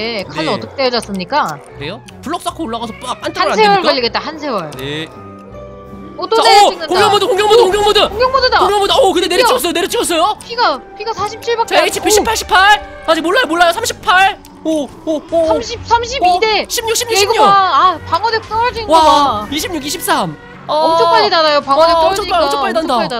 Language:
Korean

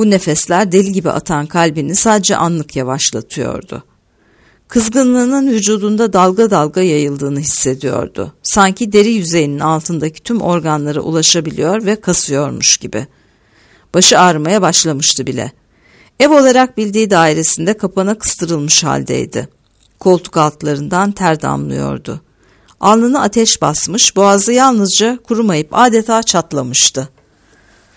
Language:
Turkish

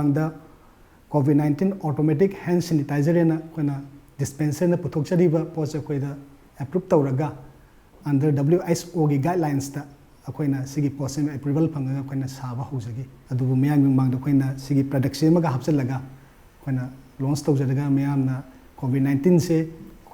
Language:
Manipuri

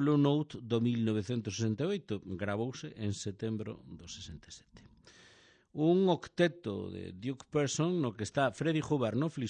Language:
Galician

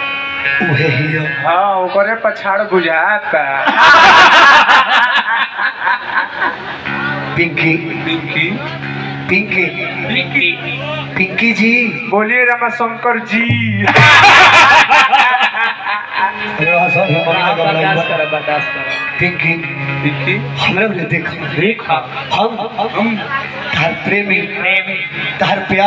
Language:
Bhojpuri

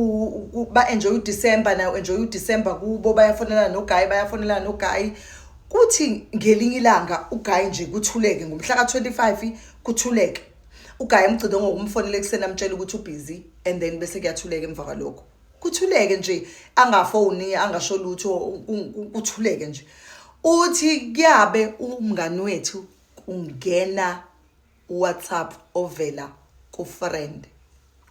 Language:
Zulu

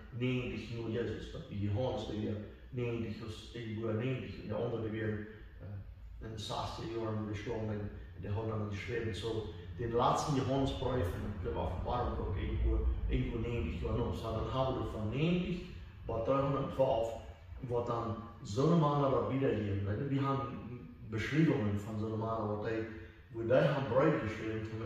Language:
Plautdietsch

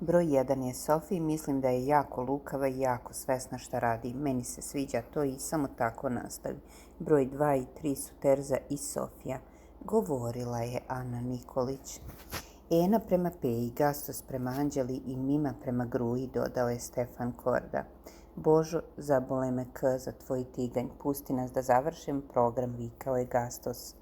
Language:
Serbian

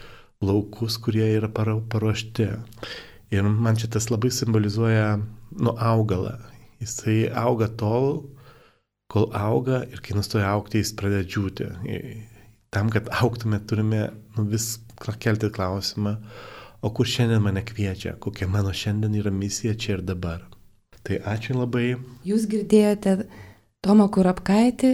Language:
Lithuanian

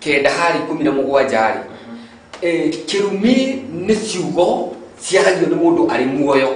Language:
Kikuyu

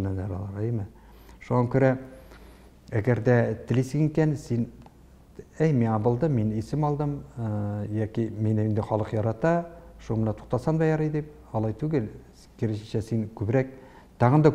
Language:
Tatar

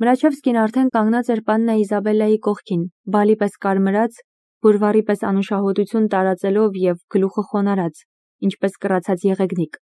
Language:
Armenian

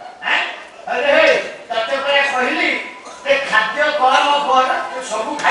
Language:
Odia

